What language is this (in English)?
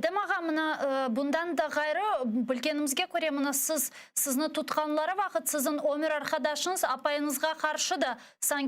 Crimean Tatar